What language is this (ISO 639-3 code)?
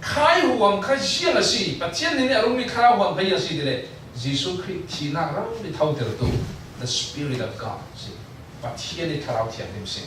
cfm